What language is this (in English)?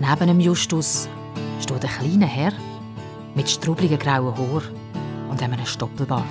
Swiss German